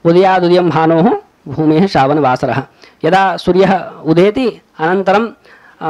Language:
Sanskrit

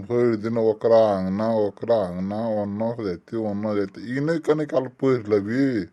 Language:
Maithili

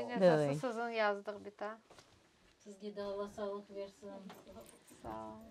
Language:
Crimean Tatar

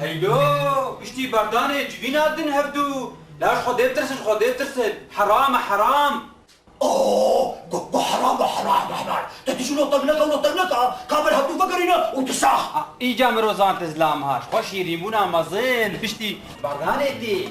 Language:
Kurdish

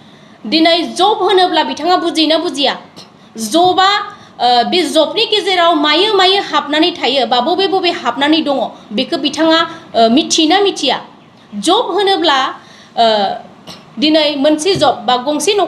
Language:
Bodo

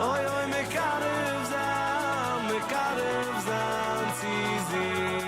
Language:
Yiddish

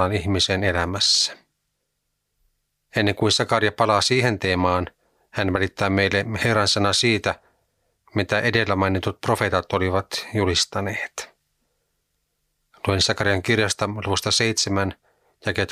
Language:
Finnish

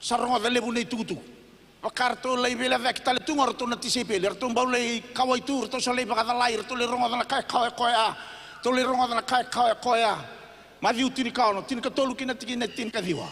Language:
Fijian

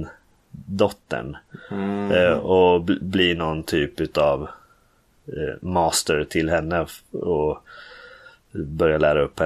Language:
Swedish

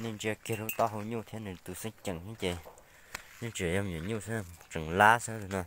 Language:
Hmong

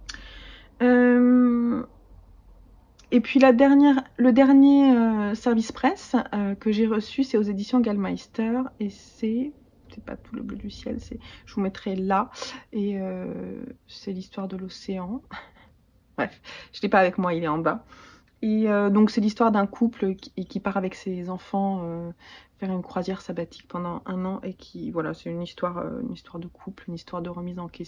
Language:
French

